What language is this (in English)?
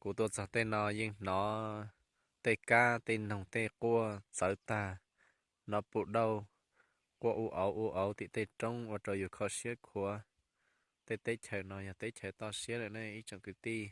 Hmong